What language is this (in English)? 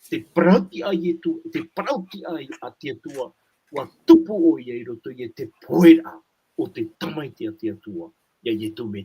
Tahitian